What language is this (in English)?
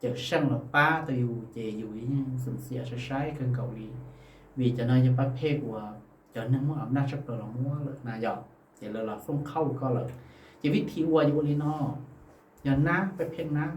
Hmong